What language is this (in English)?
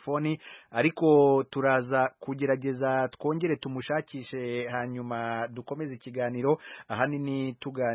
Kinyarwanda